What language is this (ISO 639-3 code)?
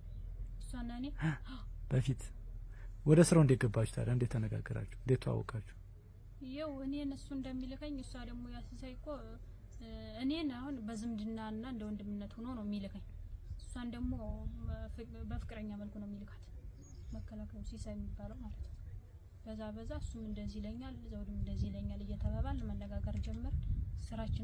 amh